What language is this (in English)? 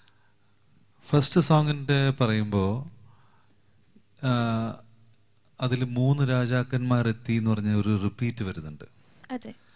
Malayalam